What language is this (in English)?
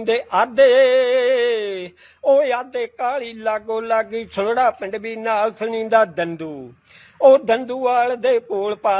Punjabi